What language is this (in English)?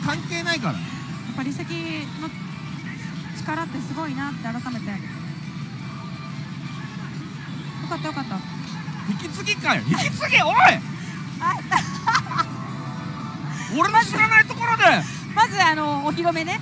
Japanese